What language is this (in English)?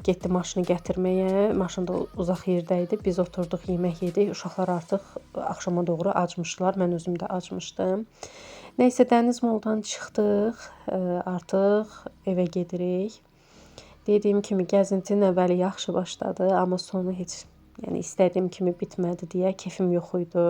Azerbaijani